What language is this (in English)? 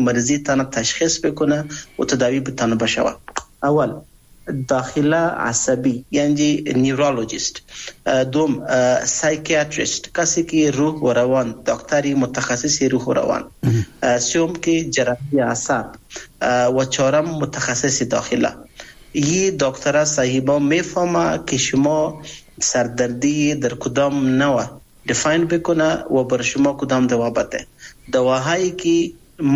Persian